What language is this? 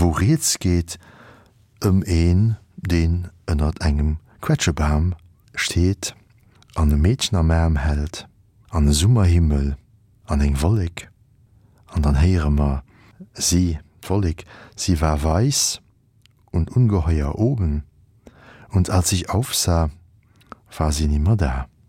Luxembourgish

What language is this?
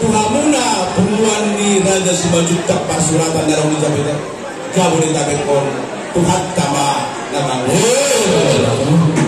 Batak Toba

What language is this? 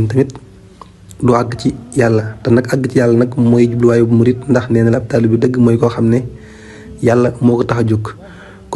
Wolof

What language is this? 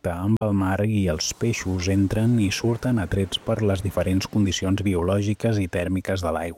Catalan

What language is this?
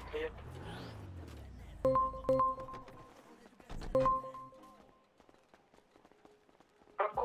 Hungarian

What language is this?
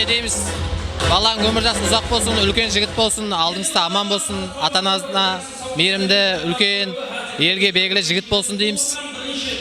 Kara-Kalpak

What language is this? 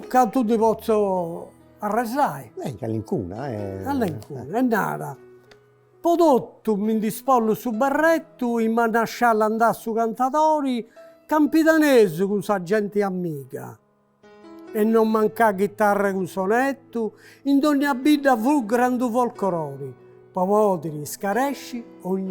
Sardinian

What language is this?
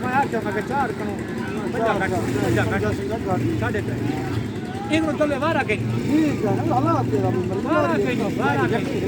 Saraiki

